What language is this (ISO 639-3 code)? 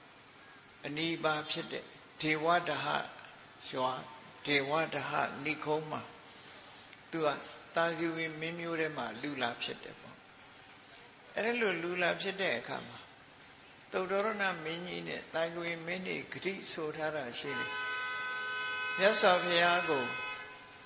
mya